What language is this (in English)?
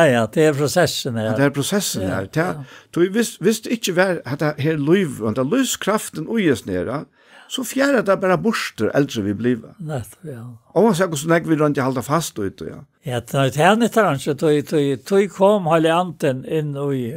Faroese